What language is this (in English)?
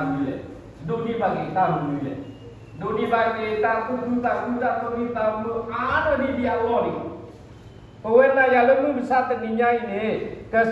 S'gaw Karen